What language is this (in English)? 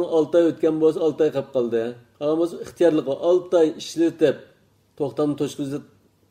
Uyghur